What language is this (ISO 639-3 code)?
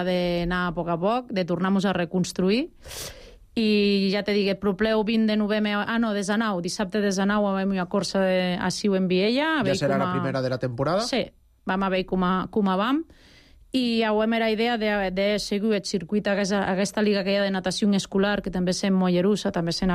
cat